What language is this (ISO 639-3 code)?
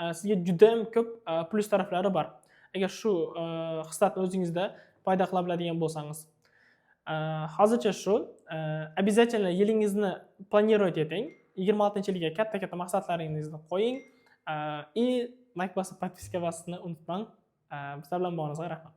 uzb